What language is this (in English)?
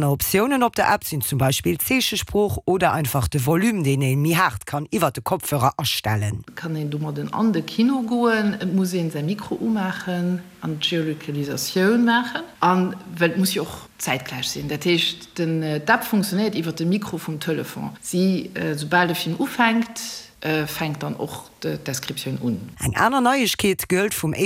Luxembourgish